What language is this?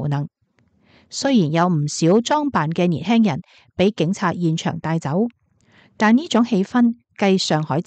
Cantonese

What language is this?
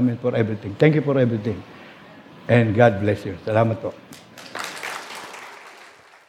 Filipino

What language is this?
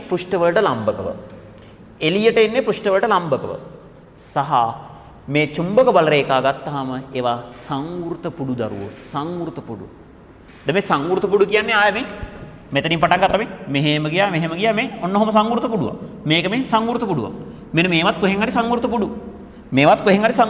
Sinhala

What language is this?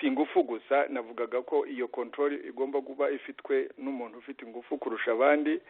Kinyarwanda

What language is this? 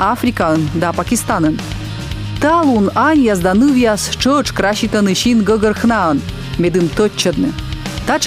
Komi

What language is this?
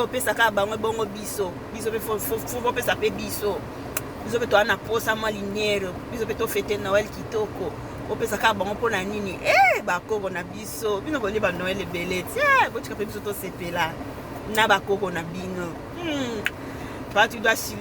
Lingala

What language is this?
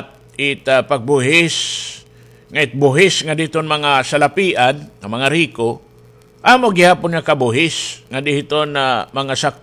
Waray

